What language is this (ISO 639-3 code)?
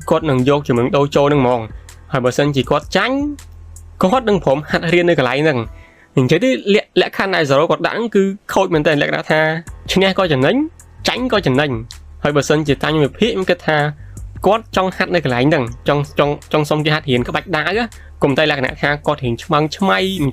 khm